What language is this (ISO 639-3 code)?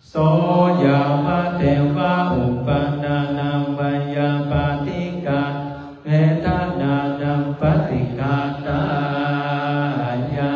pli